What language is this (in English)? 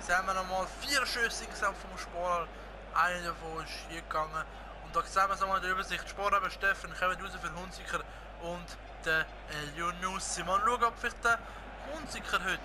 Swiss German